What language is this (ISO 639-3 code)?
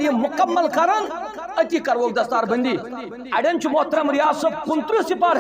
kas